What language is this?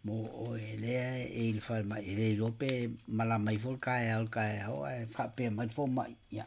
Samoan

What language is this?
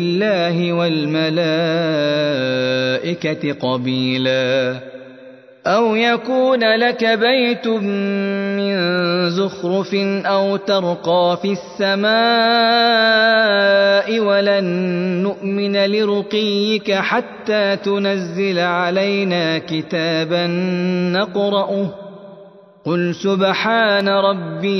Arabic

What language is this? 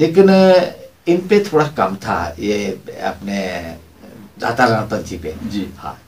Hindi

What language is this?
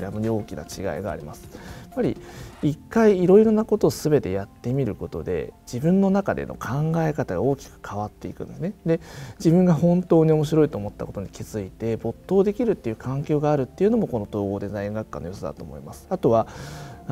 Japanese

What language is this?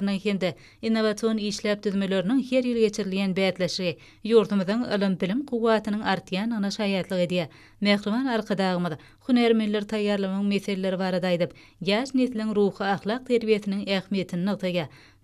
Turkmen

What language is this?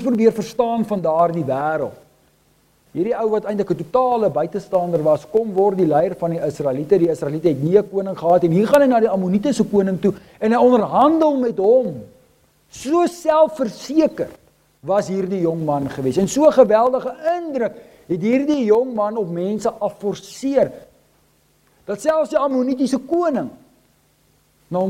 Afrikaans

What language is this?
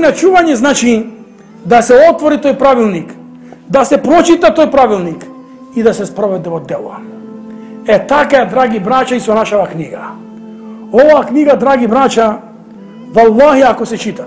Macedonian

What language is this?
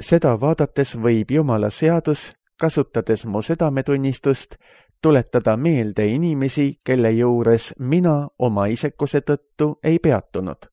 Estonian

